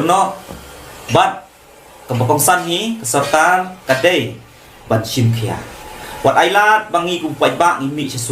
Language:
Khasi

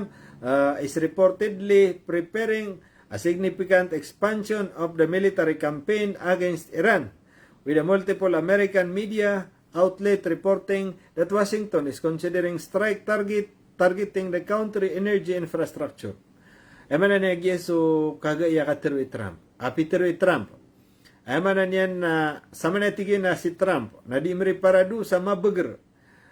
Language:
Maranao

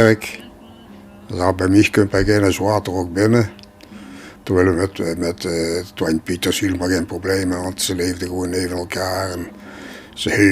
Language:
Limburgish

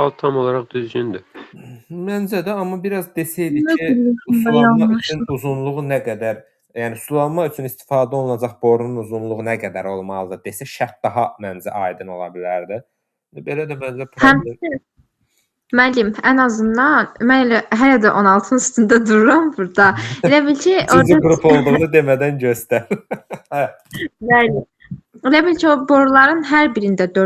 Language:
Azerbaijani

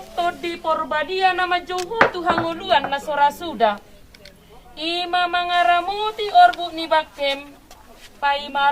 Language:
Batak Toba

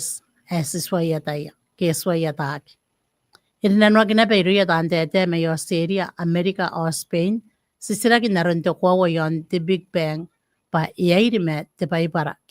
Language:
Gilbertese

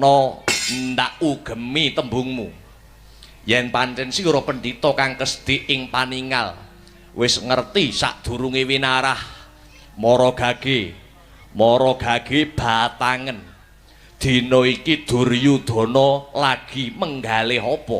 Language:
Javanese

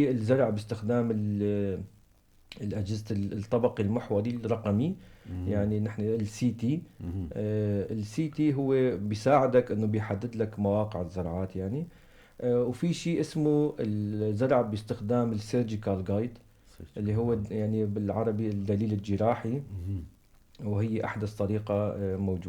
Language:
North Levantine Arabic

